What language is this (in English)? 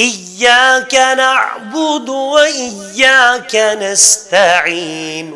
Kashmiri